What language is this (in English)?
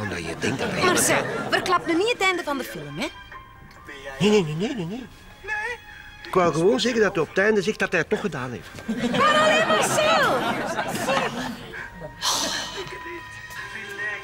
Dutch